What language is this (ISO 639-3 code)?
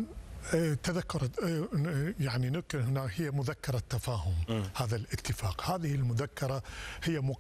ara